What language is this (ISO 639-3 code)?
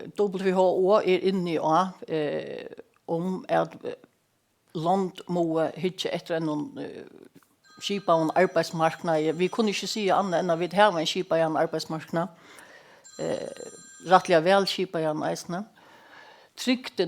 fao